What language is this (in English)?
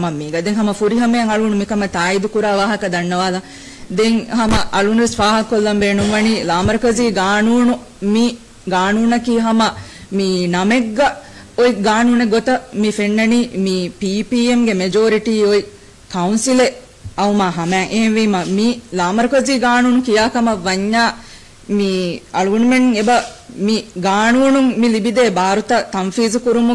Divehi